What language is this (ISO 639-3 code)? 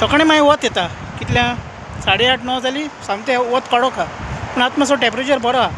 kok